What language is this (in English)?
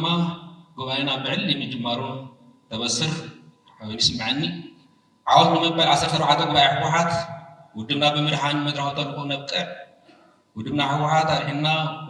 Tigrinya